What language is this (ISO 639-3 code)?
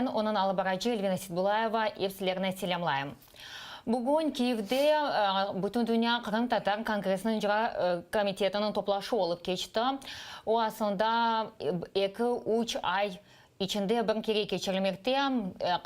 crh